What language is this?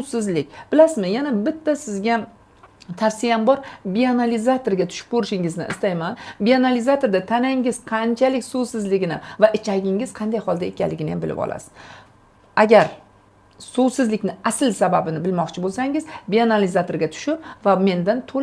Uzbek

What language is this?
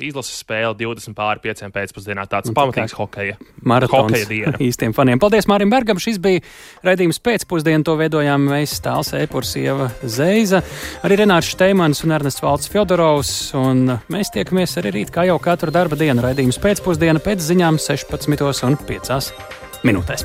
Latvian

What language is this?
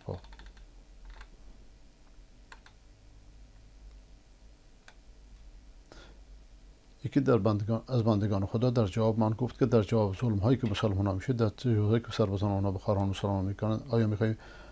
Persian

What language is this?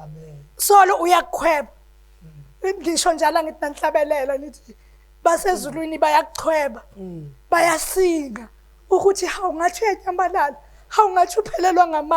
Zulu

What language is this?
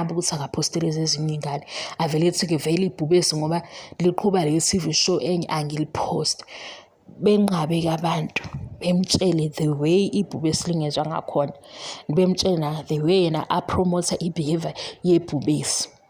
Zulu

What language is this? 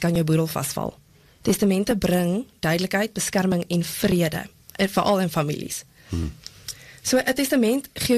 Afrikaans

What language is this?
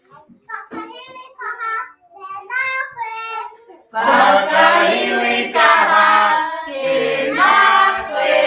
Māori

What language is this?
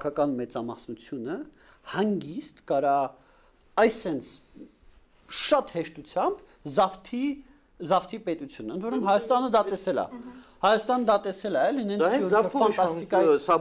Armenian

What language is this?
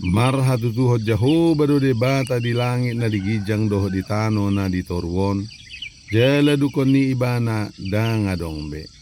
Batak Toba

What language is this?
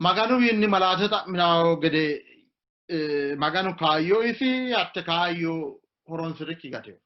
Sidamo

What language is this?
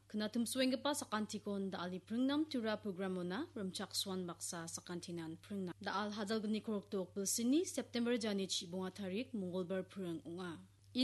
Garo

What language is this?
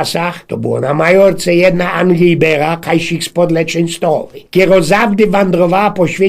Silesian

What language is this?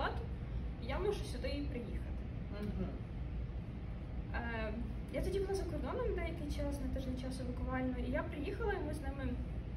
Ukrainian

